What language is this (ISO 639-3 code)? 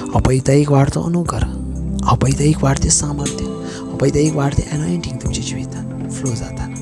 kok